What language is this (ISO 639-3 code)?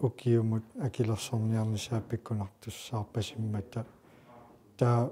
kal